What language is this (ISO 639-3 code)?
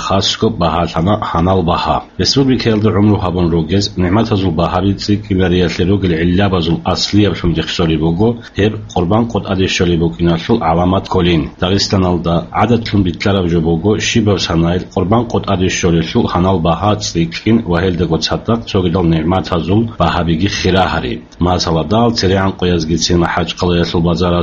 ava